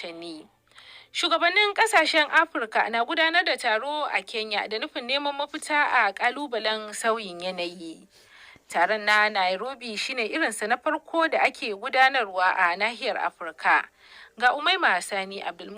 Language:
Hausa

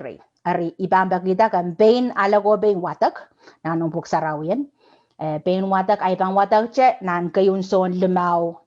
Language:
Pohnpeian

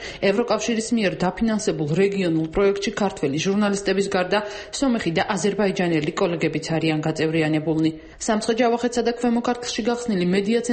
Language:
Georgian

